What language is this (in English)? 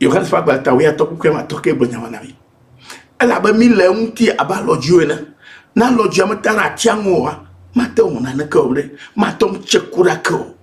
Ewe